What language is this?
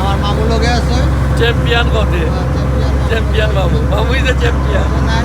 Sylheti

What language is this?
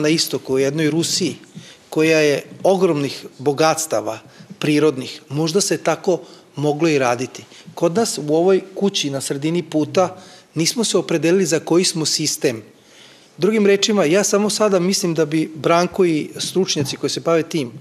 Serbian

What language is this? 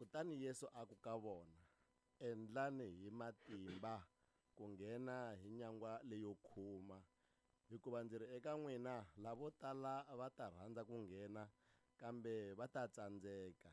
Tsonga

